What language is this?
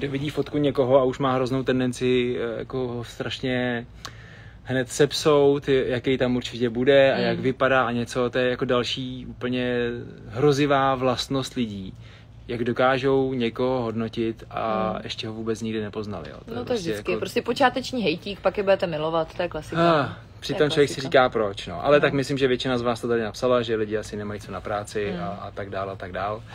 Czech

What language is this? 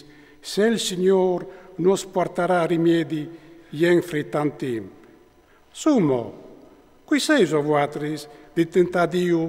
Friulian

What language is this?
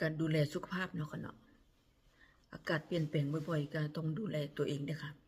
Lao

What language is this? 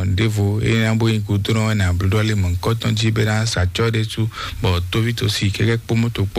Fon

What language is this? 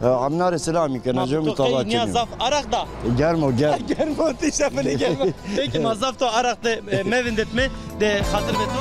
Zaza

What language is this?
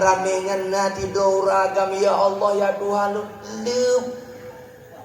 Achinese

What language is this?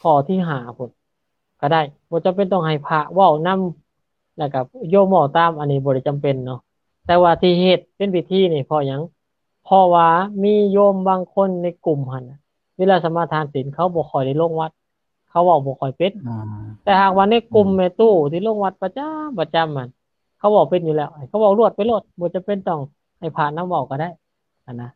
Lao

